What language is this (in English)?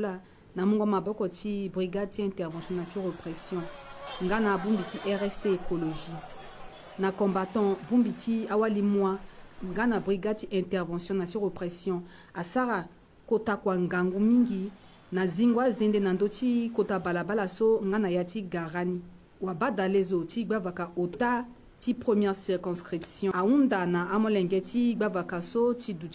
Sango